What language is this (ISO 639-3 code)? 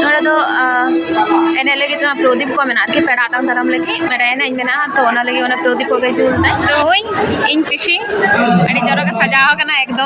sat